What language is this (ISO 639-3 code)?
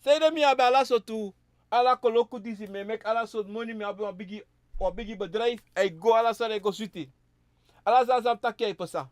srn